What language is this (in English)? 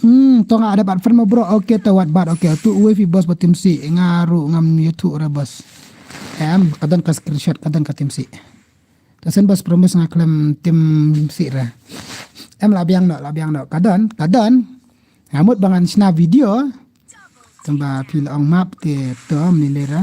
Khasi